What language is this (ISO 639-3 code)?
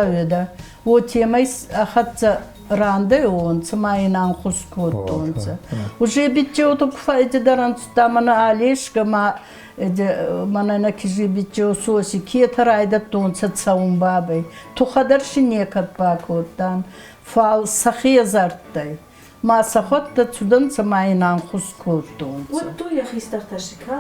oss